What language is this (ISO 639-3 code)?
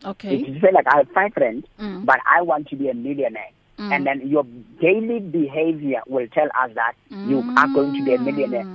eng